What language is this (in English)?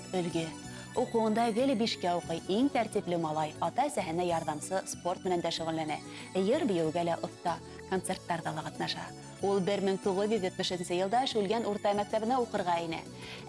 Bashkir